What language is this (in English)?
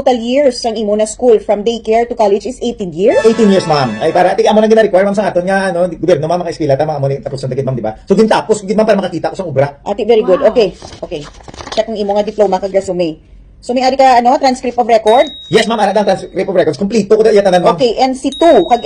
Hiligaynon